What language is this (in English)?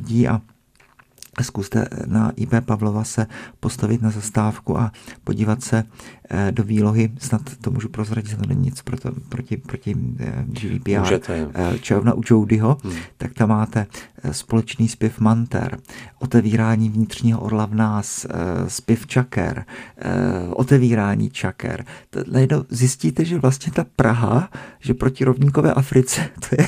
Czech